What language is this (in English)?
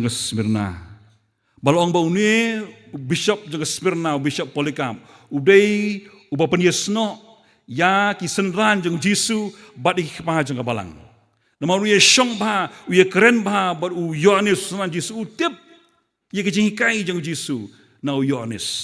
Khasi